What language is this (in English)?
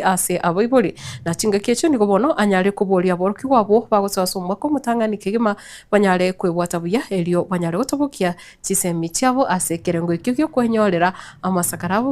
Gusii